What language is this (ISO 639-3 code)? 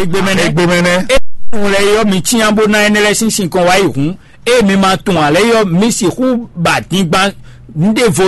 fon